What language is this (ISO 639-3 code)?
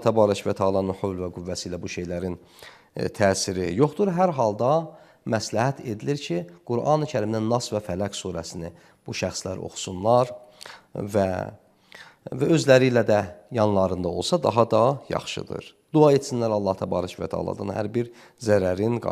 aze